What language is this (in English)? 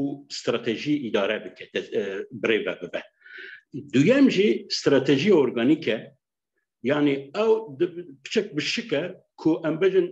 Kurdish